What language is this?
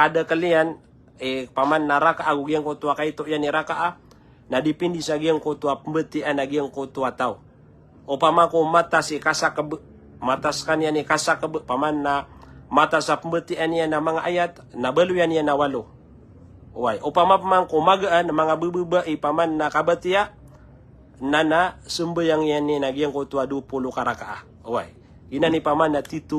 Maranao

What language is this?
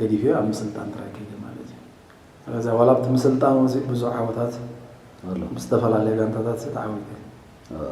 Tigrinya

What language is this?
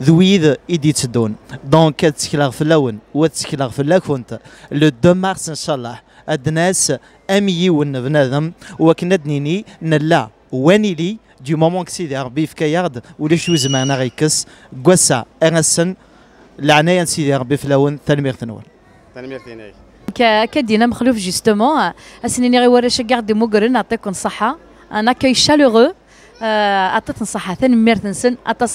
Kabyle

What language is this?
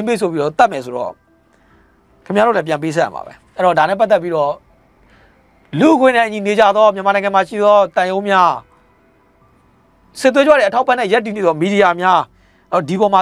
Burmese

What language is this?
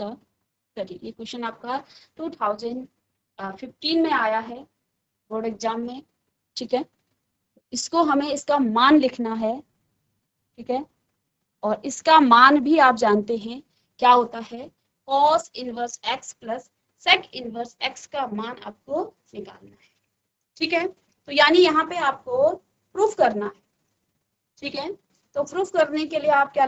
Hindi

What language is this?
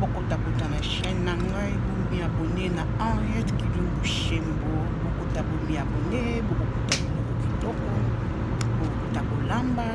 Lingala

